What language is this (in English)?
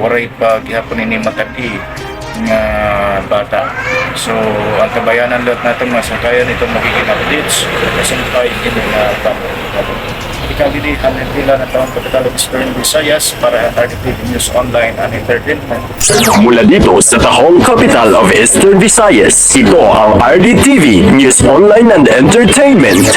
Waray